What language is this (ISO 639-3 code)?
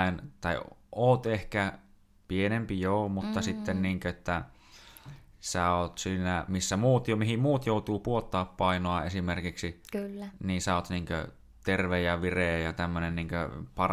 fin